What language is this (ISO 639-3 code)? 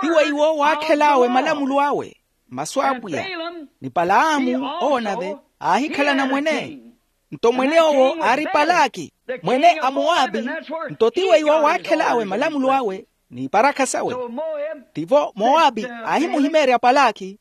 vmw